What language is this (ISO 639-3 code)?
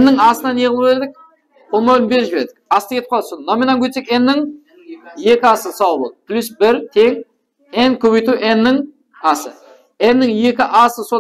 kaa